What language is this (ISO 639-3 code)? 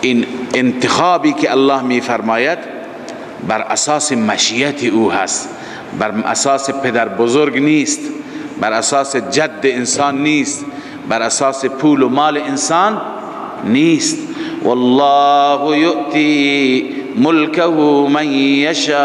fas